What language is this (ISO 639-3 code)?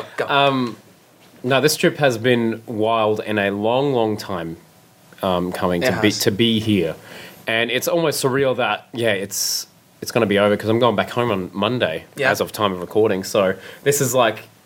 eng